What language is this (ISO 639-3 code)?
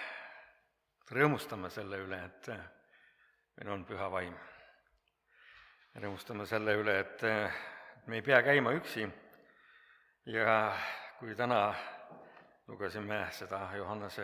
est